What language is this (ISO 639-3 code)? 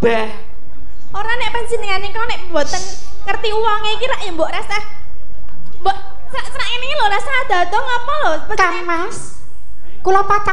jav